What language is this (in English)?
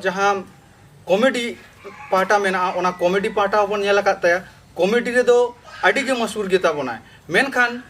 Santali